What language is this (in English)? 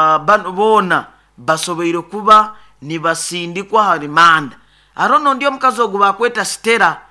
Nyoro